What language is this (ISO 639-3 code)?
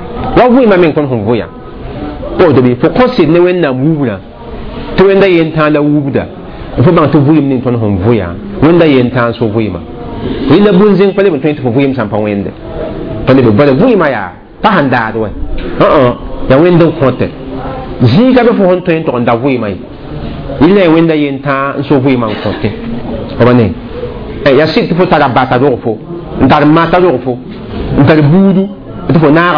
mos